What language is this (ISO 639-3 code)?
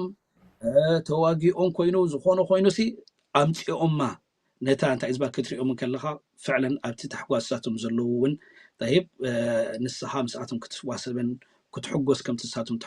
tir